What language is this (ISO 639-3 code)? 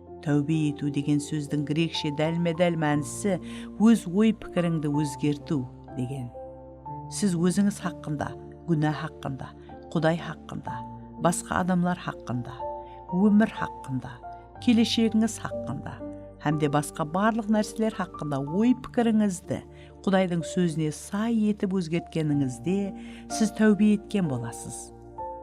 kaa